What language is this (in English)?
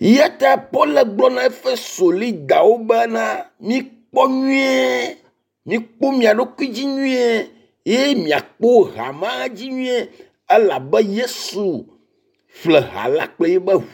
Ewe